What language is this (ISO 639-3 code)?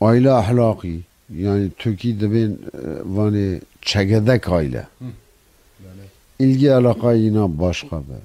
zza